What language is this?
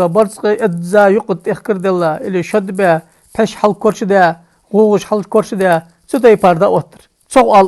Ingush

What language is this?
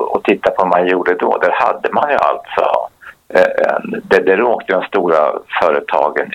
Swedish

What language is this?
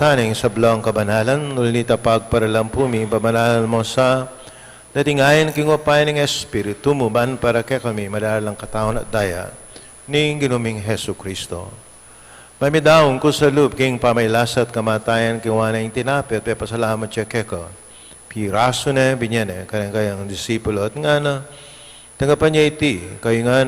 Pampanga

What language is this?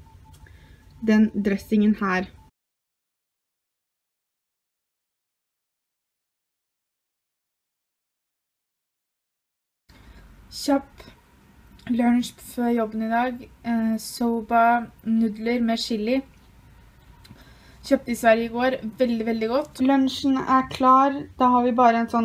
Norwegian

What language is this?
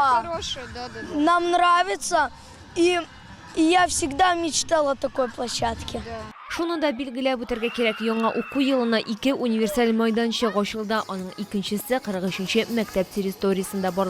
Tatar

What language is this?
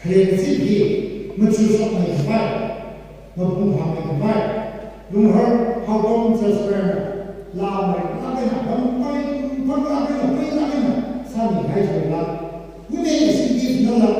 Tangkhul Naga (India)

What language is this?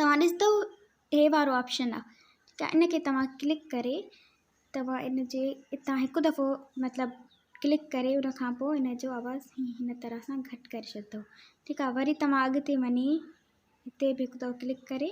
Sindhi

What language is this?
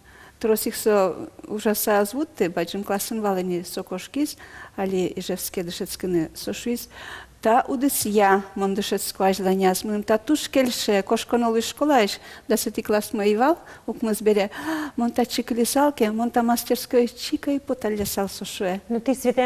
Udmurt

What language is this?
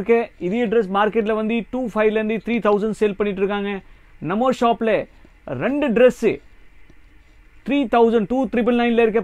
Tamil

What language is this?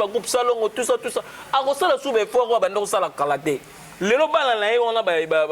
Lingala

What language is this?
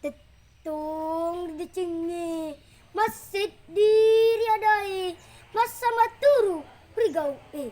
Buginese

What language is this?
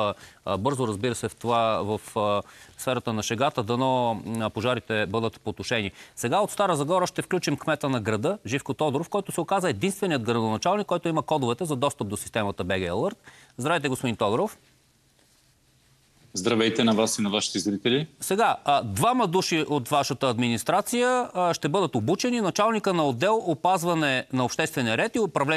Bulgarian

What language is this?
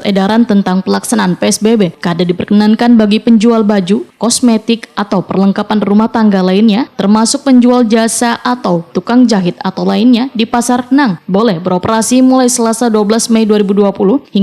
Banjar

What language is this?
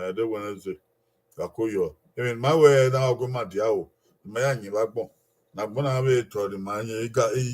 Bini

